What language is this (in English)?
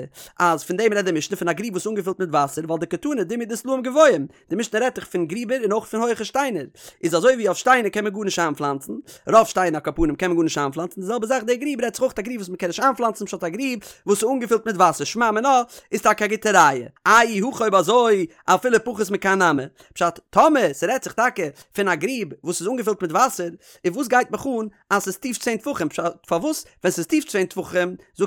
Yiddish